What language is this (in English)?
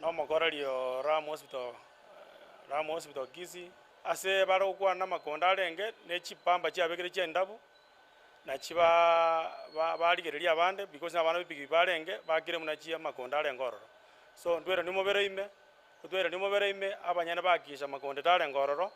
Gusii